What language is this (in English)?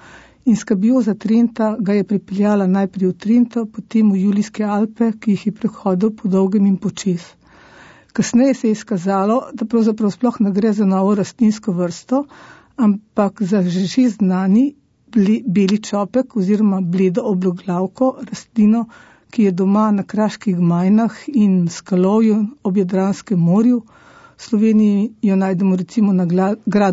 Slovenian